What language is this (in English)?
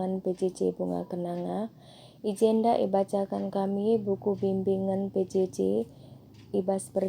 Batak Karo